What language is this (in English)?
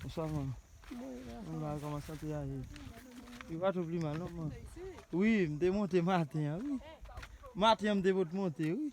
Haitian Creole